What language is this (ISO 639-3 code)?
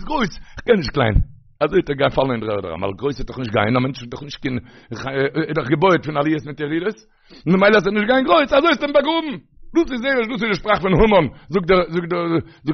yid